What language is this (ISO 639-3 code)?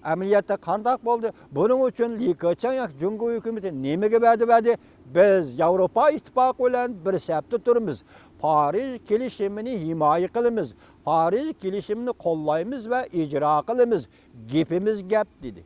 uig